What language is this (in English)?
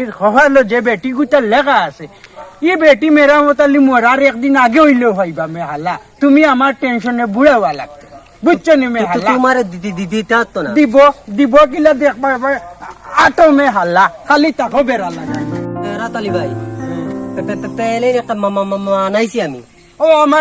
Sylheti